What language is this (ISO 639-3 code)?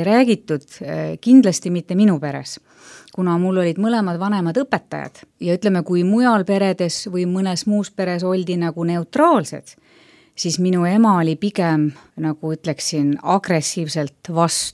est